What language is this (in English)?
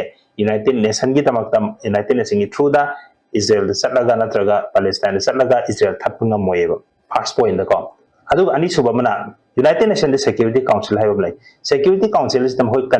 Manipuri